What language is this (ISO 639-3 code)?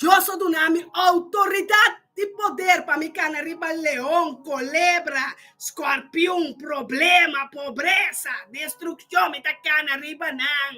pap